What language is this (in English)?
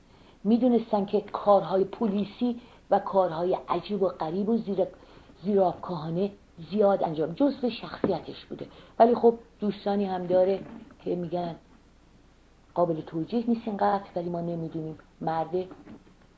Persian